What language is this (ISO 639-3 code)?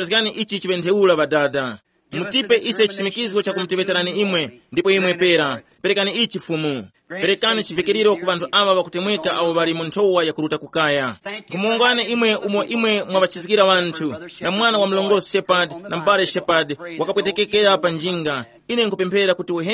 tum